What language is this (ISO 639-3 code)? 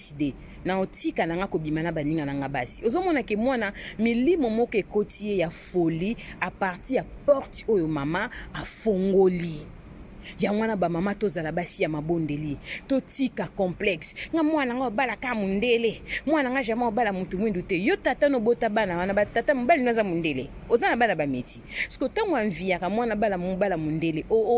lin